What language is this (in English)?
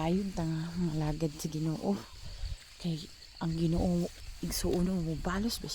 Cebuano